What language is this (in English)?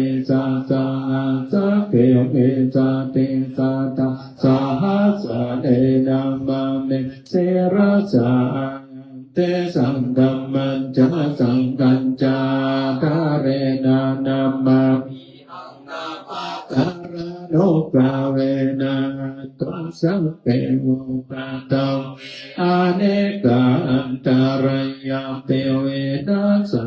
Pali